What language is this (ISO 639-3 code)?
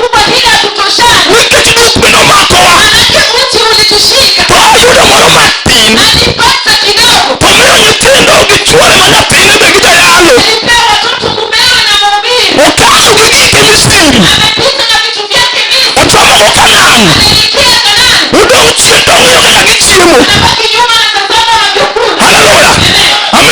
luo